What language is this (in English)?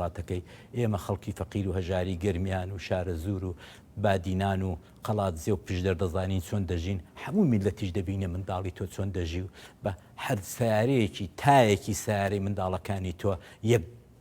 Central Kurdish